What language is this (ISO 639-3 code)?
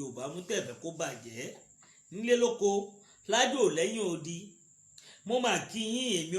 yor